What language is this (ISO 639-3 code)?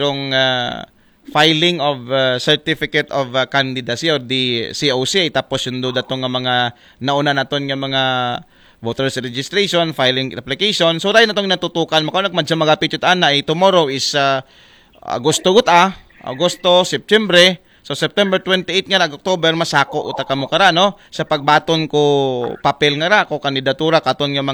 akl